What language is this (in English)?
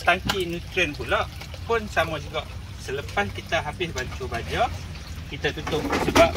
Malay